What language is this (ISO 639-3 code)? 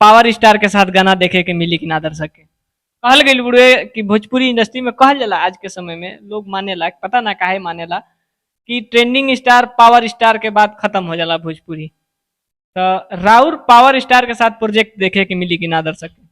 bho